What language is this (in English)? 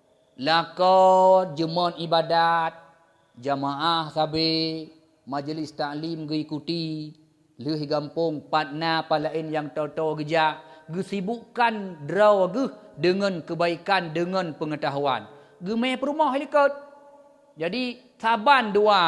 Achinese